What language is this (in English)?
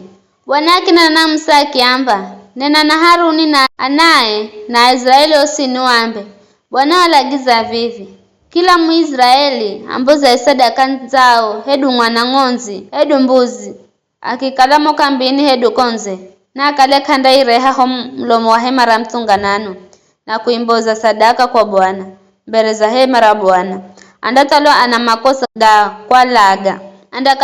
Giryama